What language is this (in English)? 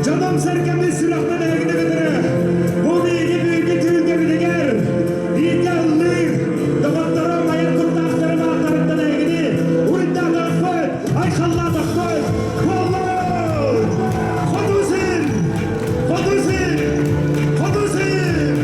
Yakut